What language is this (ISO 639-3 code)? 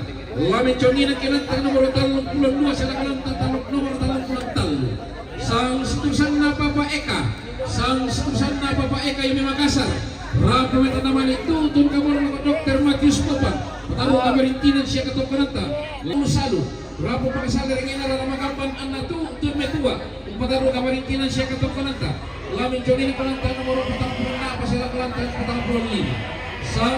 sda